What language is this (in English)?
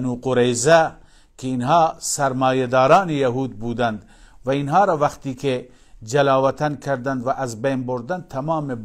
Persian